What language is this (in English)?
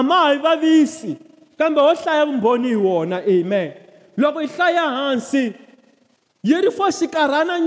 Tsonga